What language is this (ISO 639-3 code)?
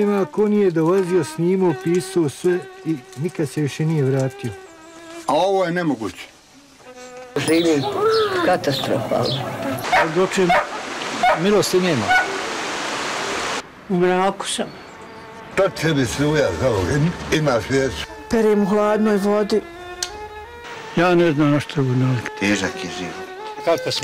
bos